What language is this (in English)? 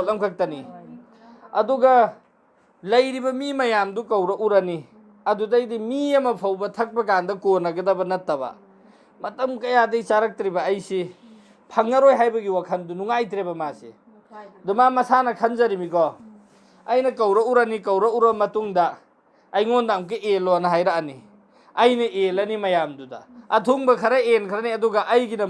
Manipuri